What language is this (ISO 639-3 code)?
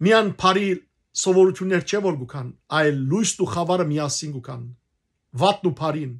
hyw